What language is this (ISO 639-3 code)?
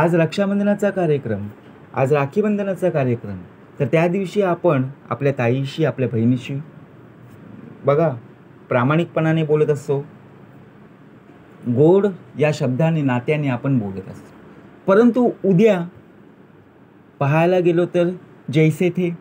mar